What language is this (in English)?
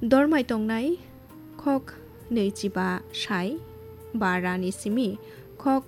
Kok Borok